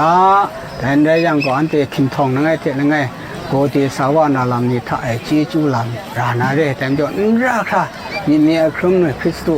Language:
Kachin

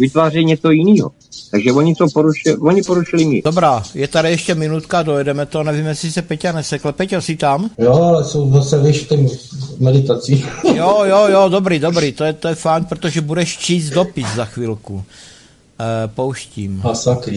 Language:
Czech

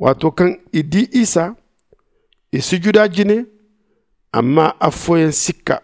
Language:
Zarma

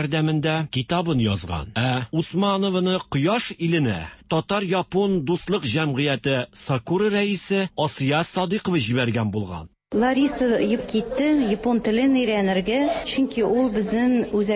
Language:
Tatar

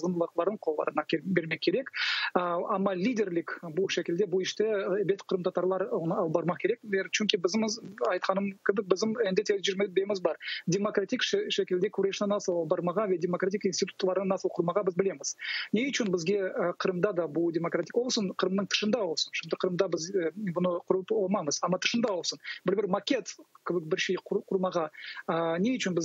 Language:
Crimean Tatar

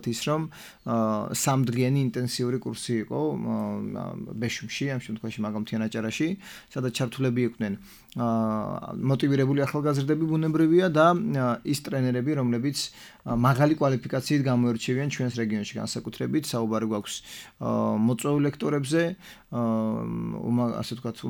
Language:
Georgian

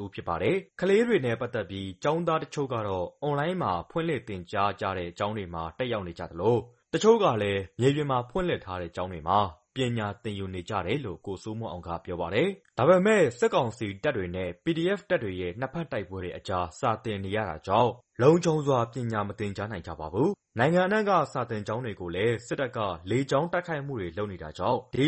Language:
Burmese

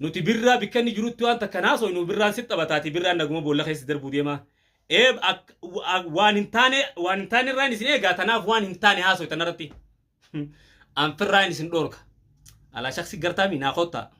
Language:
Oromo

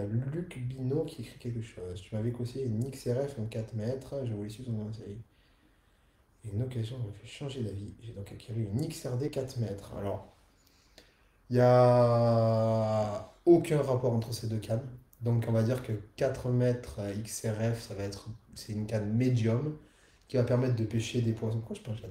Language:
French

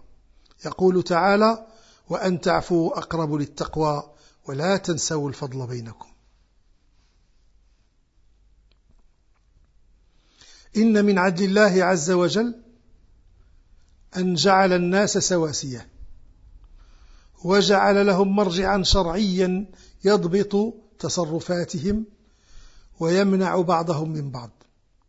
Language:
Arabic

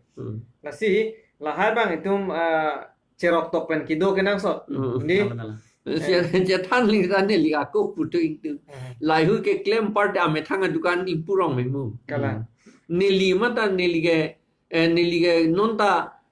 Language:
Karbi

